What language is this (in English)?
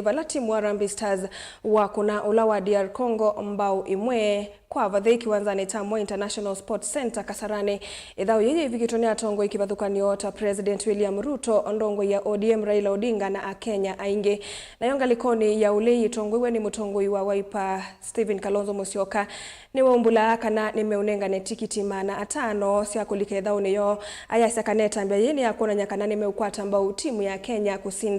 Kamba